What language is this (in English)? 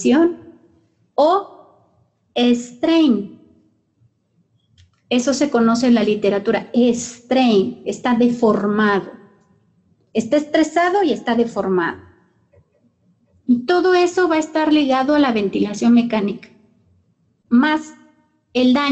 Spanish